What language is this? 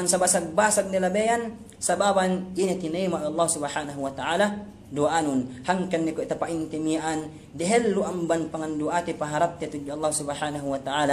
Yakan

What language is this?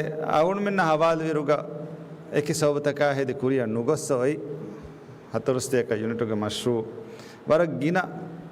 Divehi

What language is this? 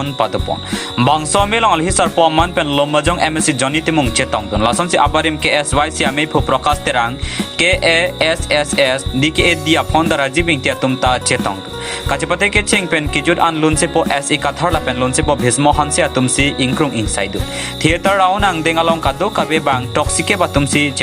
Karbi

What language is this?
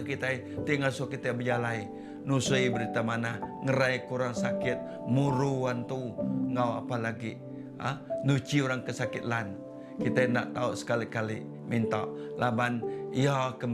Iban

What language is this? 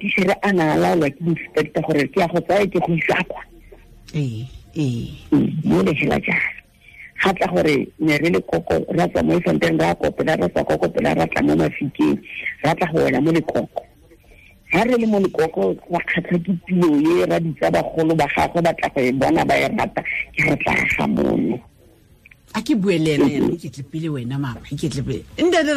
Tswana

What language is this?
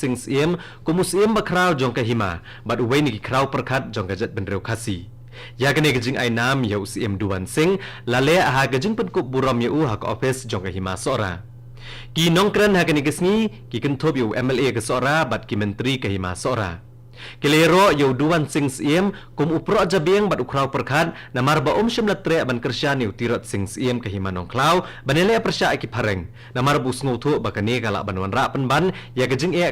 Khasi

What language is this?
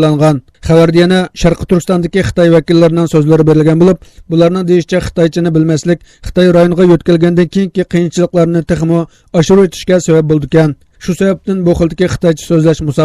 Uyghur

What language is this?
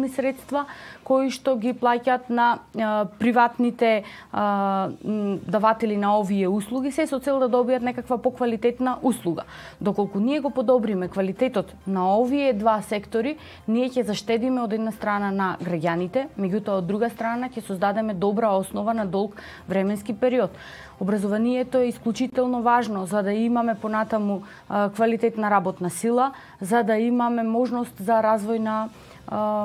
Macedonian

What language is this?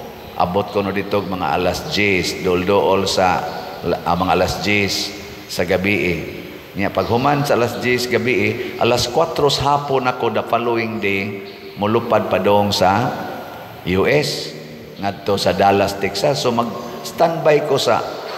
Cebuano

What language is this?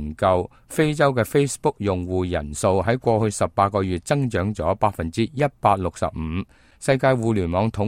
Cantonese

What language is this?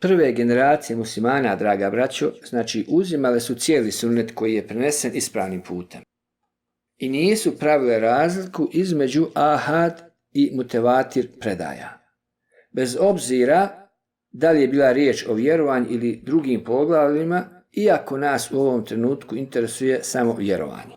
Bosnian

